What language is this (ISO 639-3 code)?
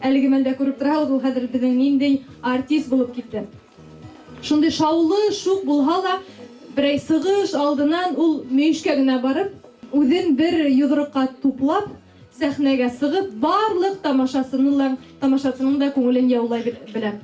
bak